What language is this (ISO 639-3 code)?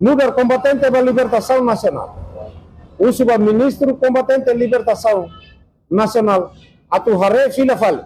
tet